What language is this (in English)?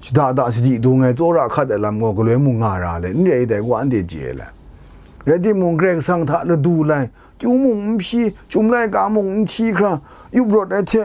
Kachin